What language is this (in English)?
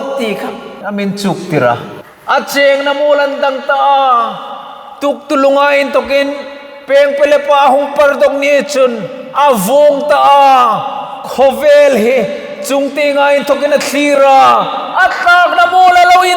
Hmar